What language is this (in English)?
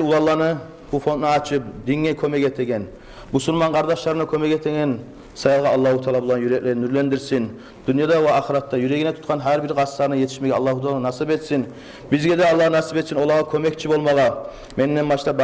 Kumyk